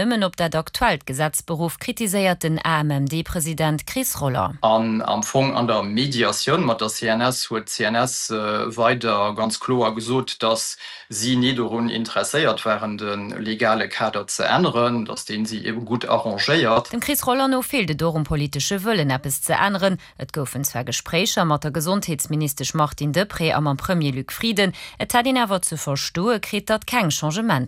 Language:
Luxembourgish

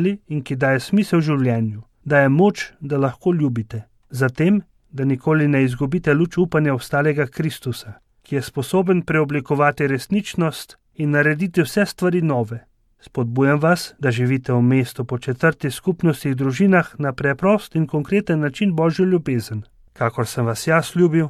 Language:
Slovenian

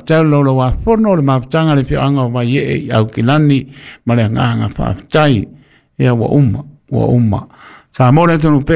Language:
Samoan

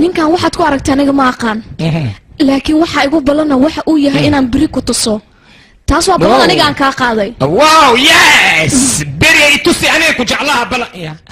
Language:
Somali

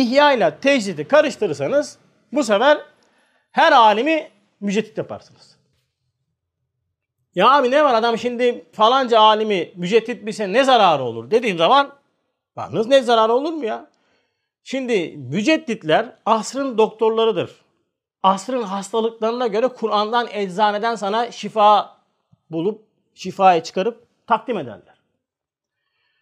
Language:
Turkish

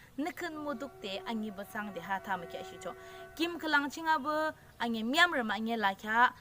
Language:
Yimchungru Naga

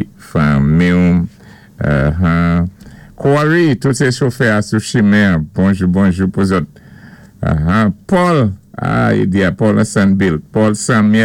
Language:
Saint Lucian Creole French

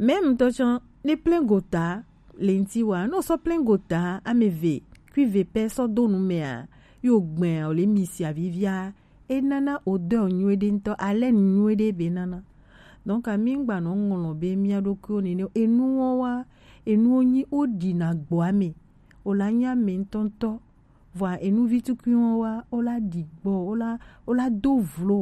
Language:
Gen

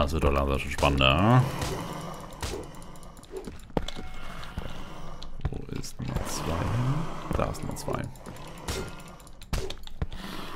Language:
German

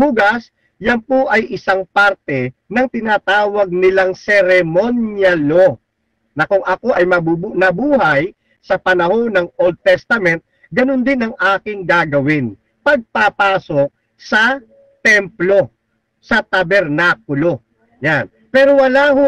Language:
Filipino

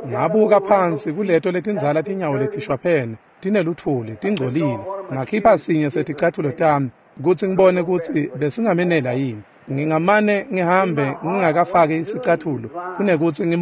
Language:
Swati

